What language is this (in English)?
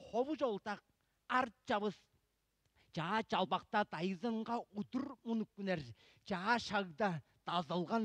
Tuvinian